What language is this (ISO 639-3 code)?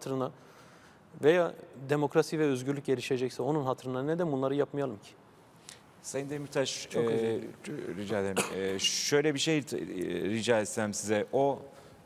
tur